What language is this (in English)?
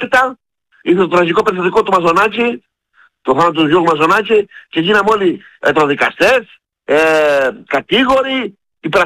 Greek